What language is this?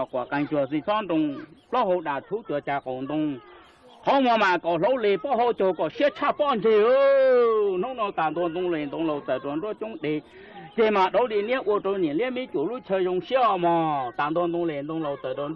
Hmong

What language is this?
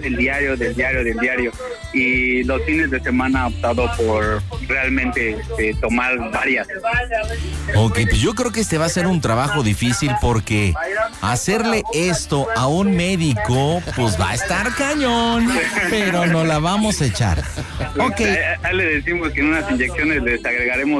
Spanish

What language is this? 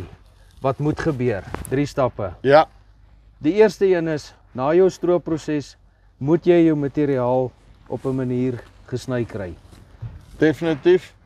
Afrikaans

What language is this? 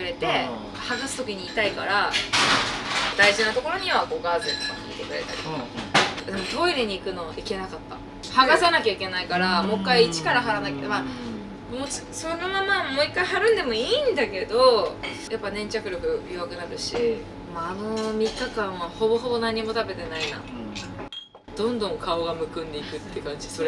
Japanese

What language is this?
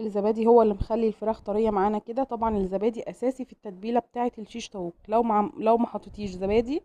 Egyptian Arabic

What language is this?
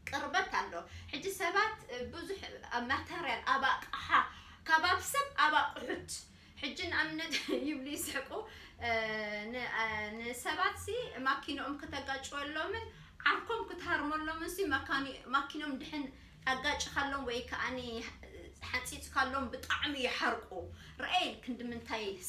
Tigrinya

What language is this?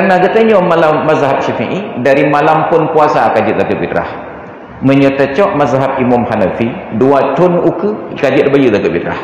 Achinese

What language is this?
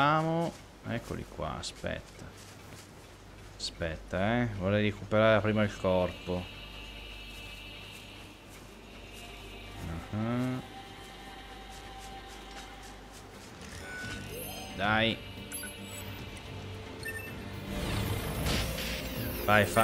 Italian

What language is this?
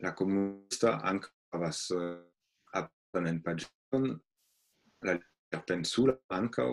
Esperanto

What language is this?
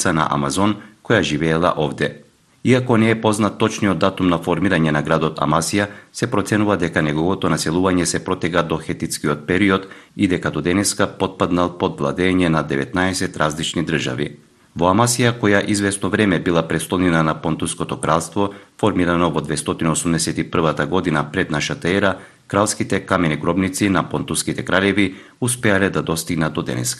Macedonian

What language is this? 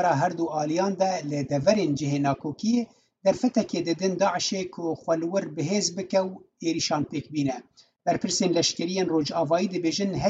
Kurdish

